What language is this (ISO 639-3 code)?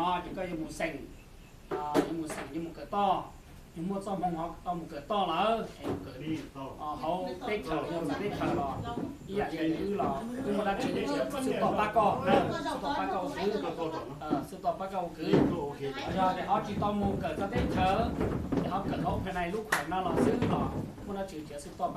hmn